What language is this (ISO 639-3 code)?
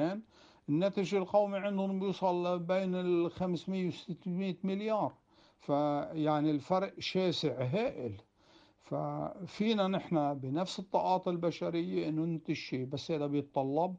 apc